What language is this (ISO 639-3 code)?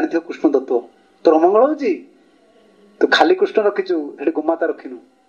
ori